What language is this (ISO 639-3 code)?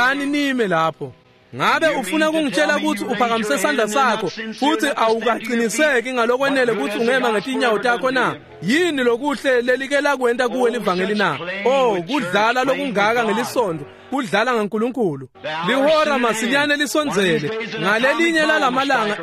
ssw